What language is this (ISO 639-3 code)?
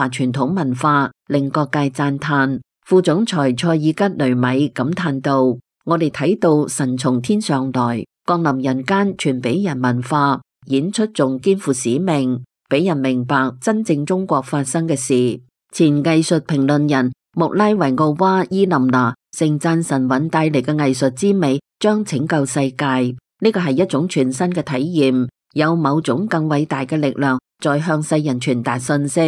yue